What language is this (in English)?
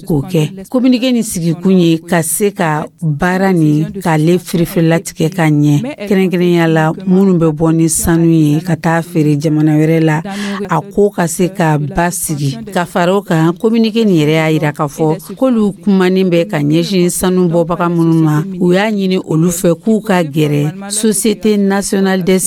Dyula